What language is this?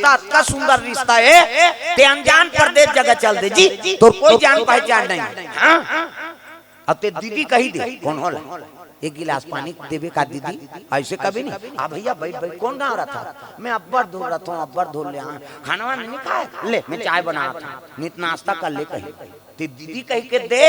Chhattisgarhi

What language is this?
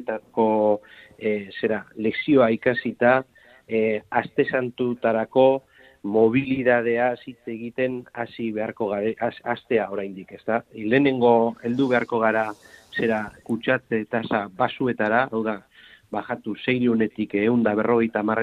Basque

